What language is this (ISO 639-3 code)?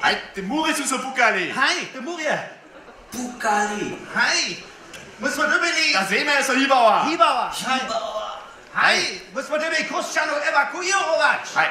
hsb